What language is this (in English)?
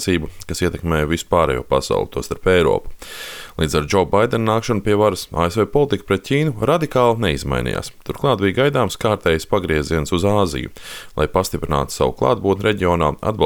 Latvian